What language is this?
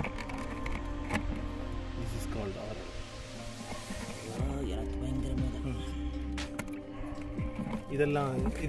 Tamil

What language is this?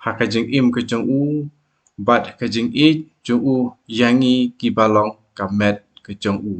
Khasi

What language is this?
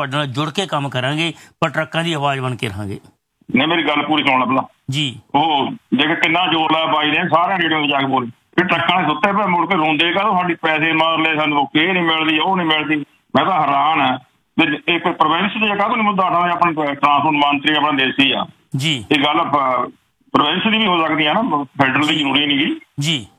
Punjabi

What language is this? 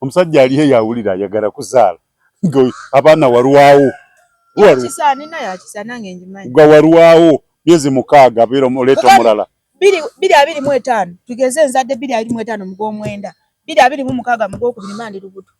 Ganda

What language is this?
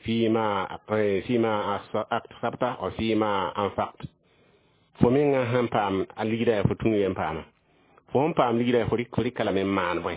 Mossi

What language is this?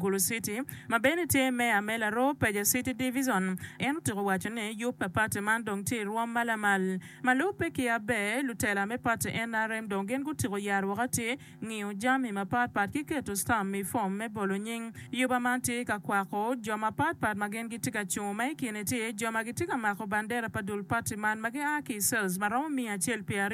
Acoli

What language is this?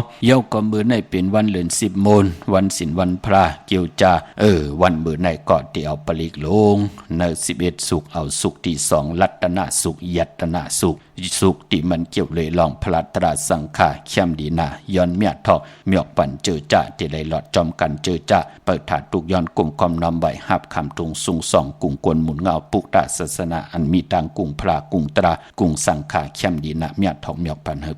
Shan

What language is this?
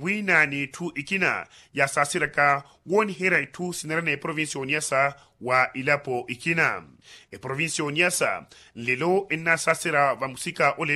Makhuwa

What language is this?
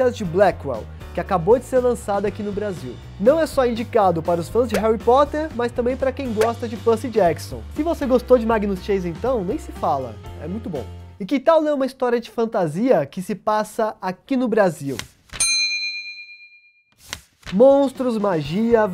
Portuguese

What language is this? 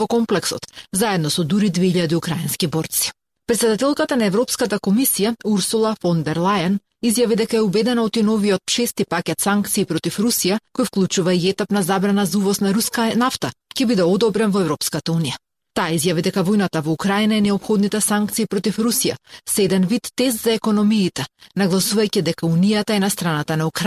Macedonian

